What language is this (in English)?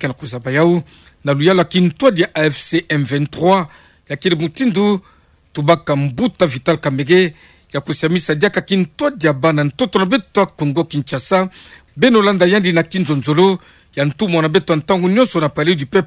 Kituba (Democratic Republic of Congo)